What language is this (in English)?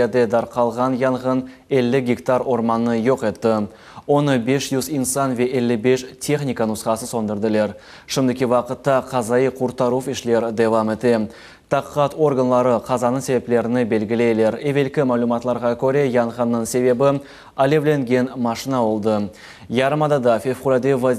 Crimean Tatar